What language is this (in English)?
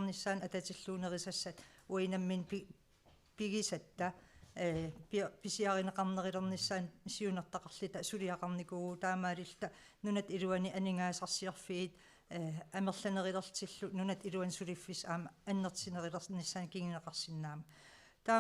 Kalaallisut